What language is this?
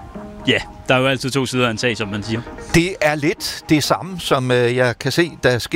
Danish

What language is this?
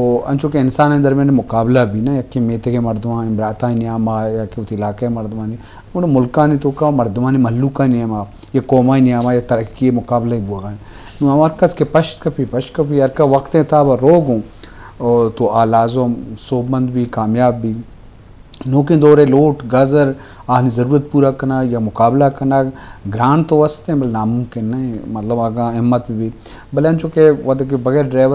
Baluchi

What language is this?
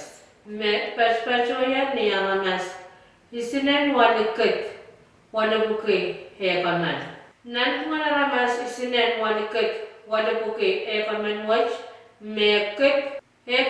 Pohnpeian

